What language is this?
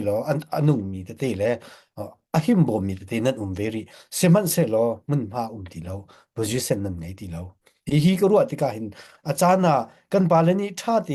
Hakha Chin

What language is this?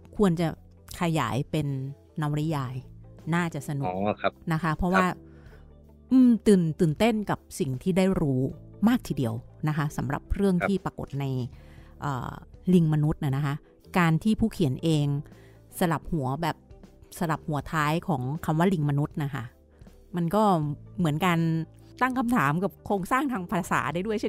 Thai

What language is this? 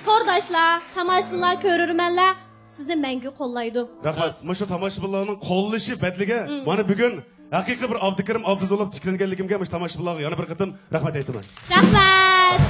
Uyghur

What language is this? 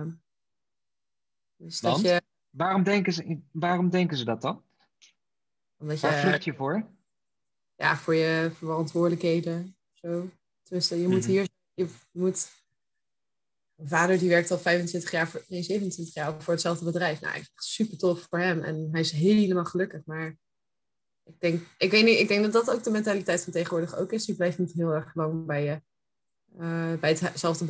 Dutch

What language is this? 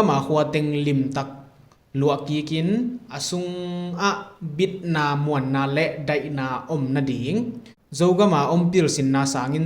Tedim Chin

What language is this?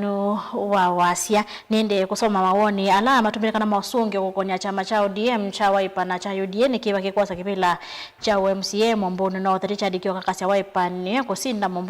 Kamba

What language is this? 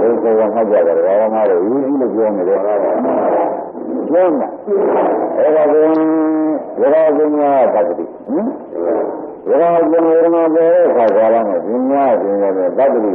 Burmese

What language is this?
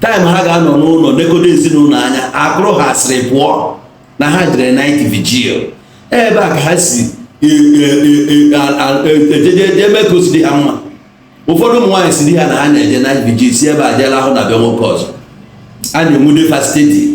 Igbo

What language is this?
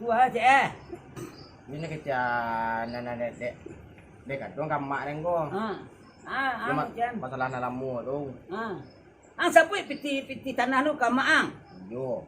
Minangkabau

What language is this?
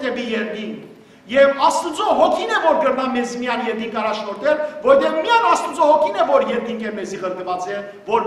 Western Armenian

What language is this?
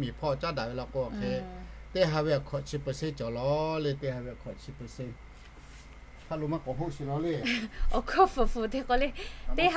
Lahu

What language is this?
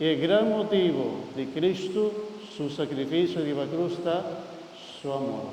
Papiamento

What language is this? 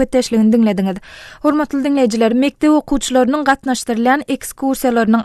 Turkmen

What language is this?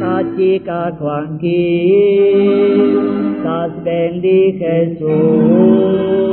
Kekchí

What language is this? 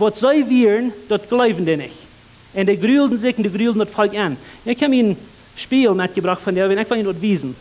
Plautdietsch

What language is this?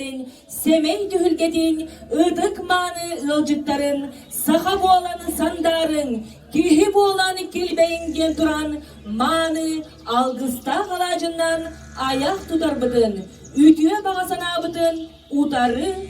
Yakut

